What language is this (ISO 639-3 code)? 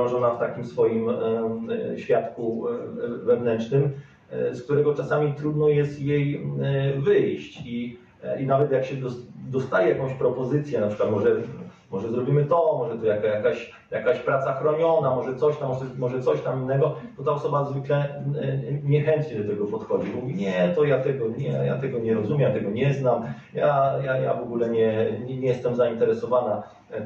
pol